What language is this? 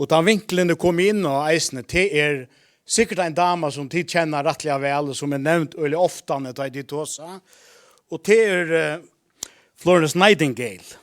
Faroese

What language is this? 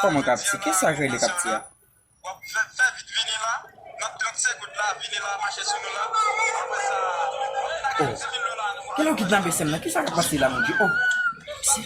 Haitian Creole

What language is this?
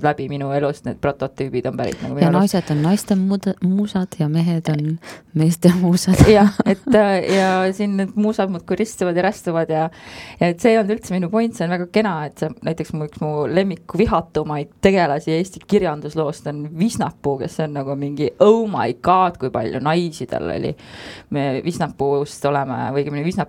Estonian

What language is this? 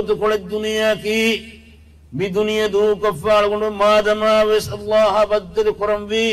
Divehi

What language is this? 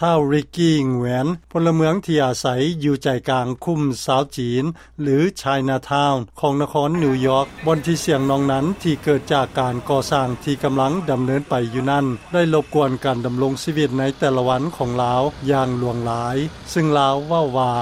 Lao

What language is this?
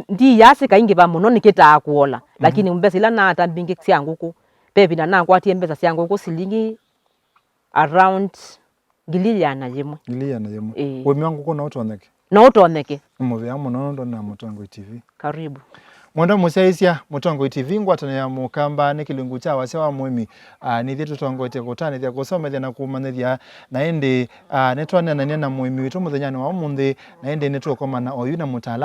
Kamba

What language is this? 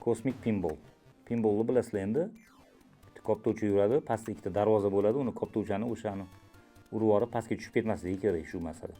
Uzbek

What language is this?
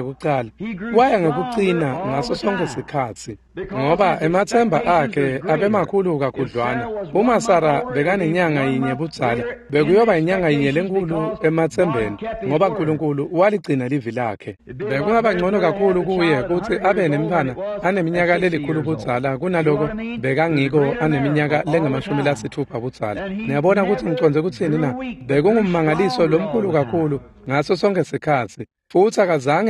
Swati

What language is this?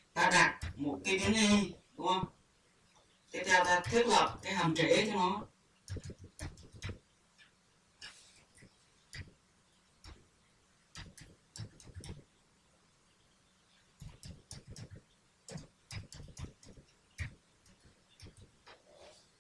Vietnamese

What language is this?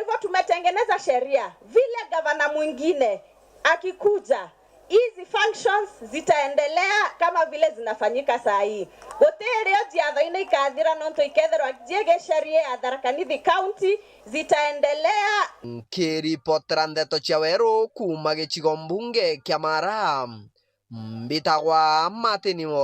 Meru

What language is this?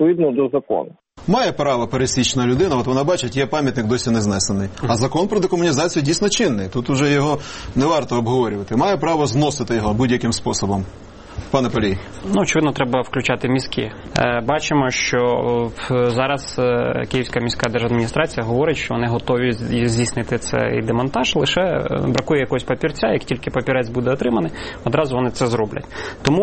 Ukrainian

